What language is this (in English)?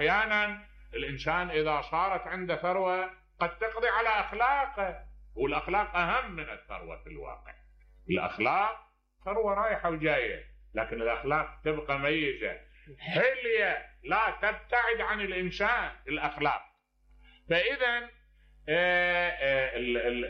Mesopotamian Arabic